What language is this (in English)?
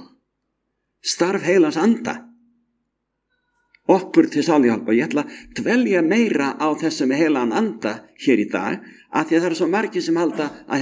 Icelandic